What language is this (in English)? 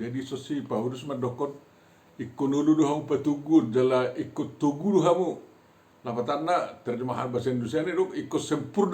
Batak Toba